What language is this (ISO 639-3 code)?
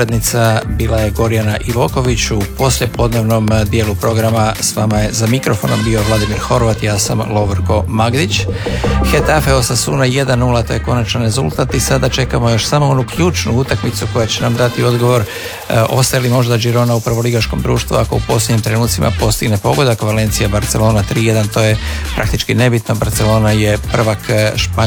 hrv